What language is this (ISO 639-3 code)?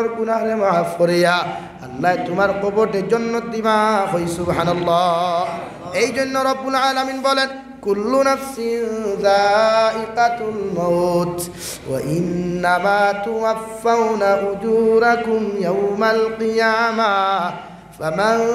syl